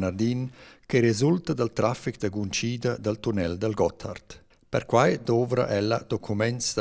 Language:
Romansh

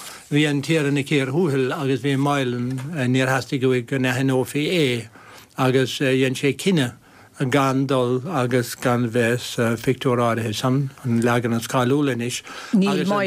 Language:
Irish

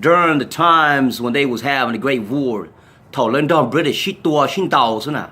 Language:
Hmong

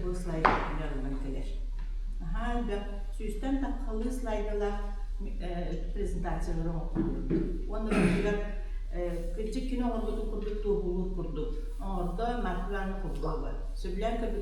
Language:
Yakut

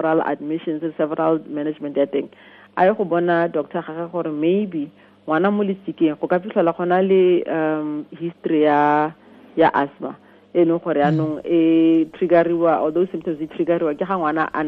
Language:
Tswana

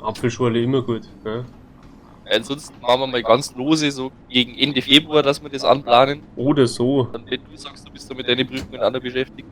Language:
Bavarian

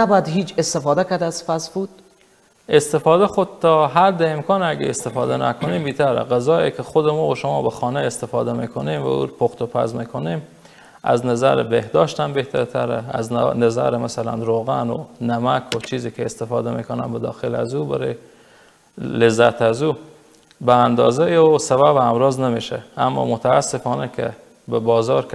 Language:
Persian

